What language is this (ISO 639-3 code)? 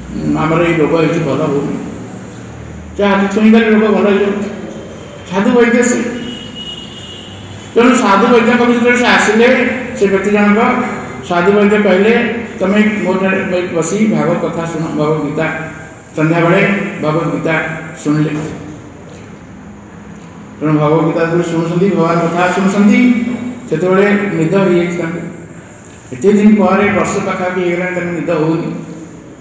ori